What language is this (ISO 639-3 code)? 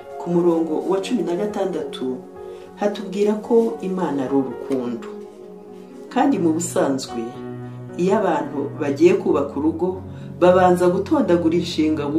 kin